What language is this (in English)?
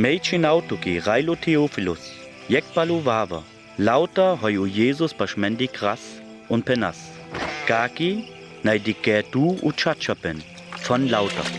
Sinte Romani